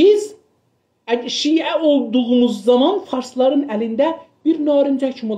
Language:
South Azerbaijani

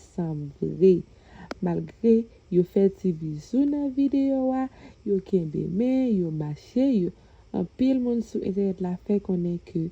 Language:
Haitian Creole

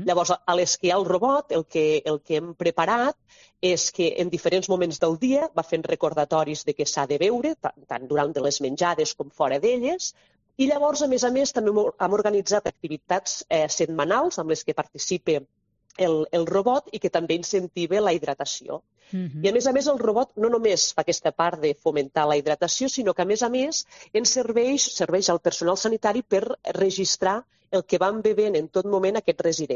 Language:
Catalan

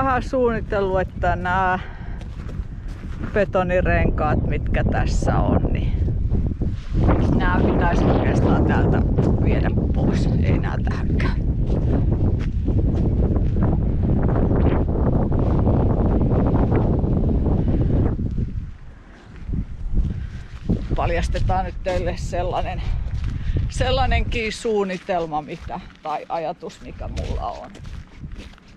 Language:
Finnish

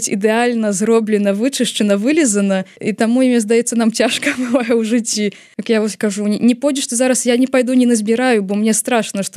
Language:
Belarusian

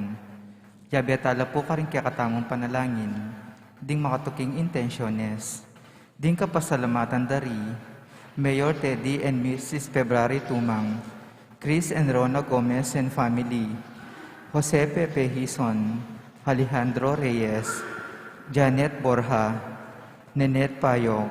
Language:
Pampanga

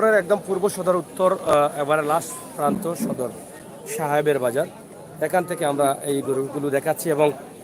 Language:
Sylheti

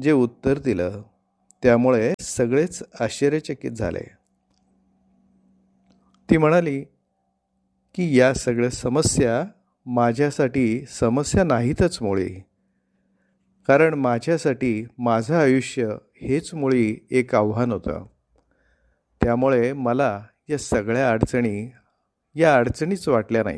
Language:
Marathi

